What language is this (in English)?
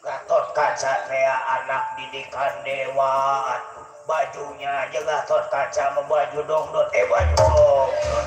Betawi